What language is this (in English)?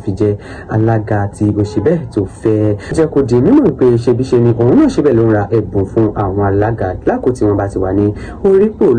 Yoruba